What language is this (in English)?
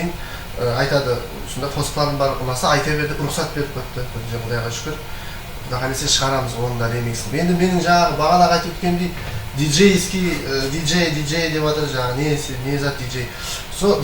Kara-Kalpak